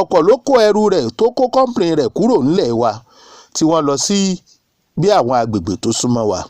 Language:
Yoruba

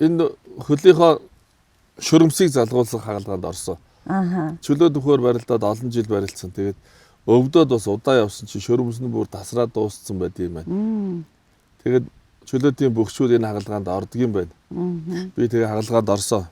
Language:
Mongolian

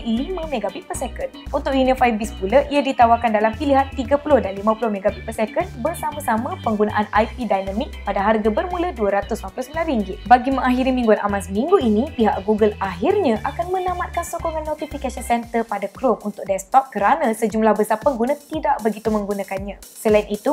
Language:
Malay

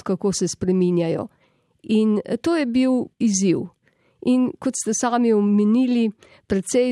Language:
Slovenian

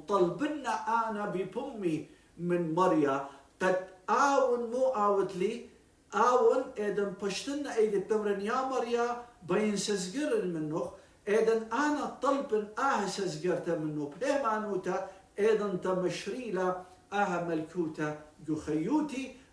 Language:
Assyrian Neo-Aramaic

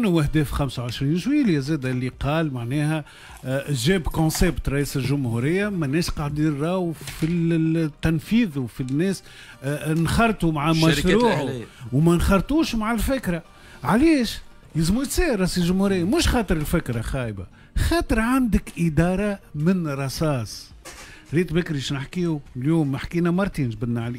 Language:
Tunisian Arabic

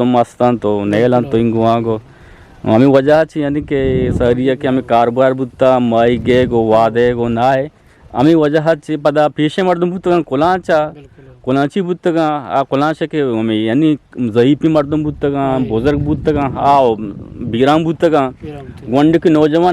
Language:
Eastern Balochi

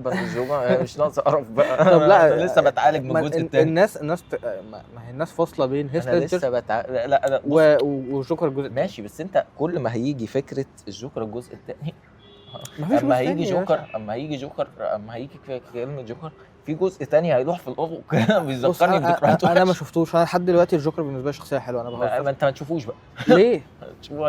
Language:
Egyptian Arabic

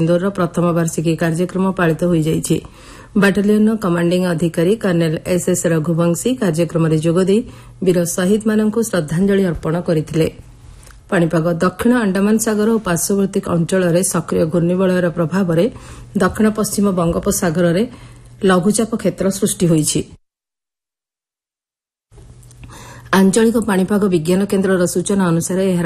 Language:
Odia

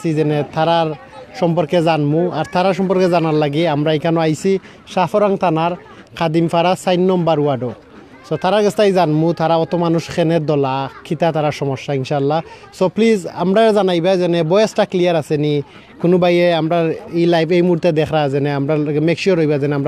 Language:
Sylheti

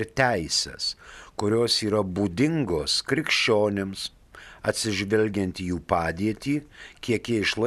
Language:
Lithuanian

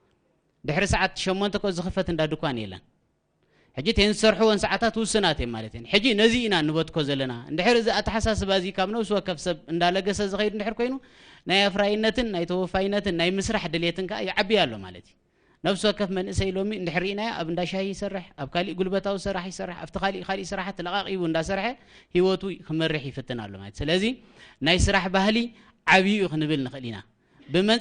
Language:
Tigrinya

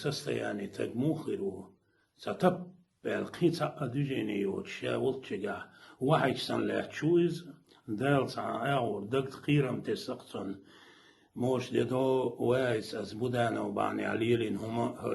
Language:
Chechen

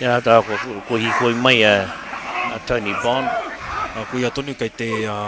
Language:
Māori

